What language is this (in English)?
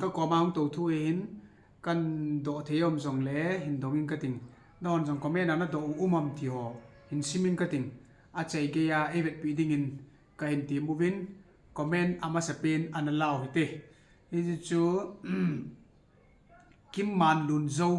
Thado Chin